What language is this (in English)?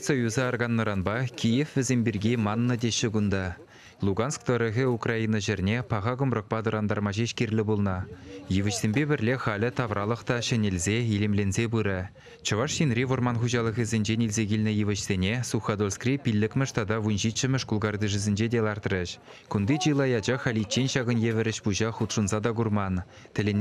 Chuvash